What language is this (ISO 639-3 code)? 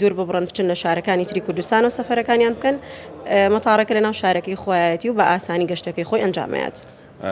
ckb